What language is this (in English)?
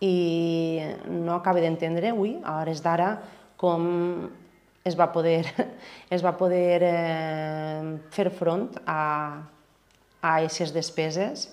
Catalan